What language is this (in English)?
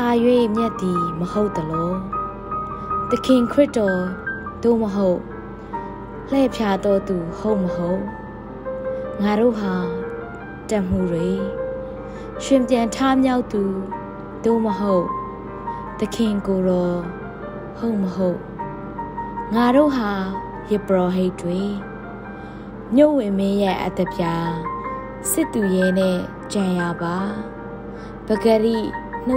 Burmese